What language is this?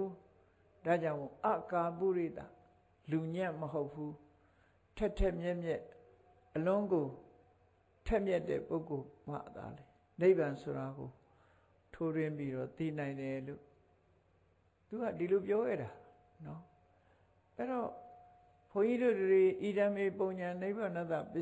Burmese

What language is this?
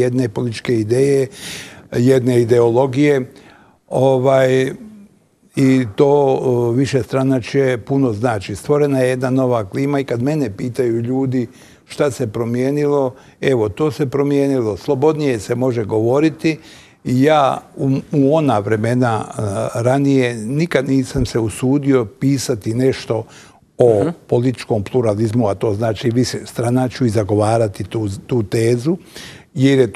Bosnian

